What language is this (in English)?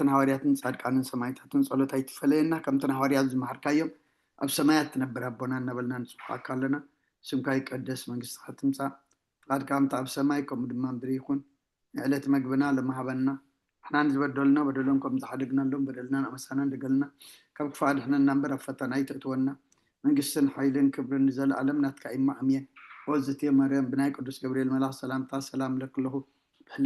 Tigrinya